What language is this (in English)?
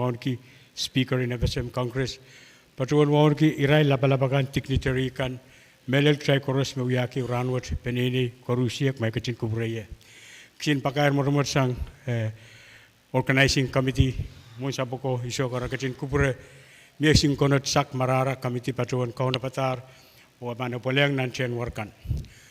Pohnpeian